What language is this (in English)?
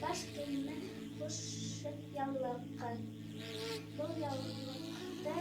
Bashkir